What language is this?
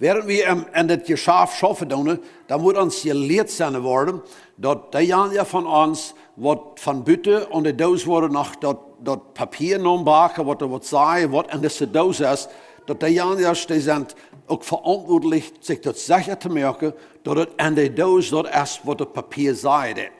Plautdietsch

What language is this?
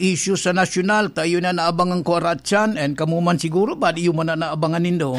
Bikol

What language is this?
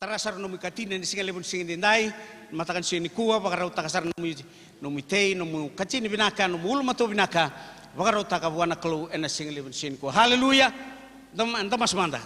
Fijian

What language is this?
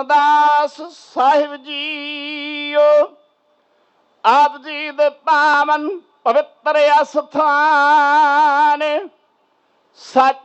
Punjabi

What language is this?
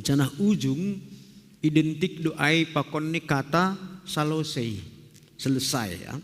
Batak Simalungun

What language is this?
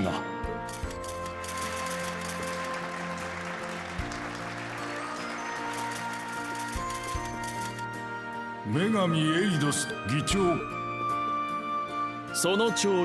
Japanese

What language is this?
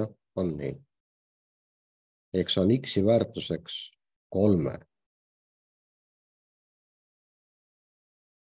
Estonian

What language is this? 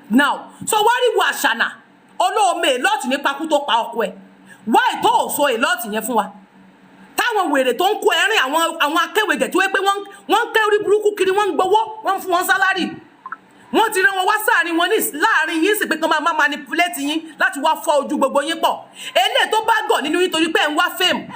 Yoruba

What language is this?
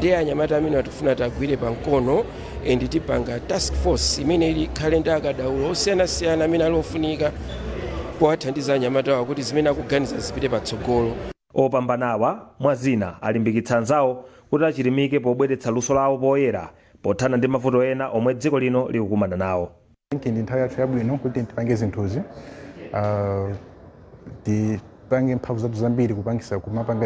Nyanja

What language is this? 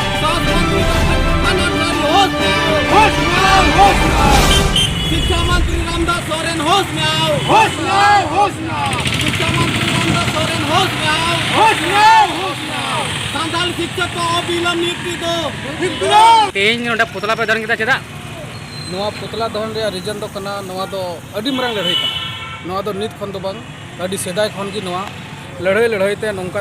Santali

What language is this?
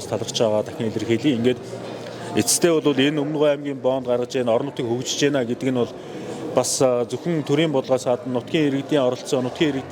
Mongolian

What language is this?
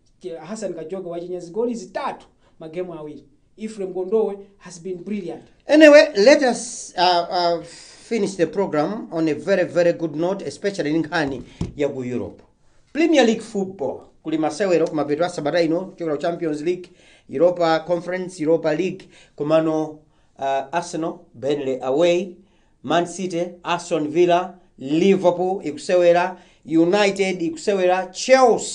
Nyanja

